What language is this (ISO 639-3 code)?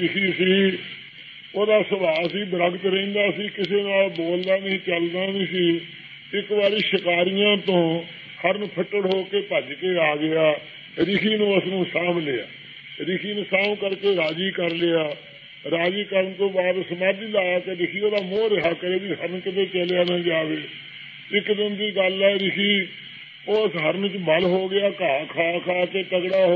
pan